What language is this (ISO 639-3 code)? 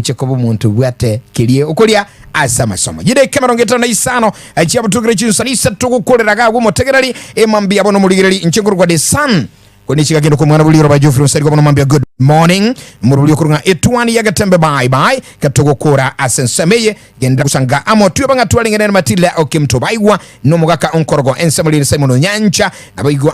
guz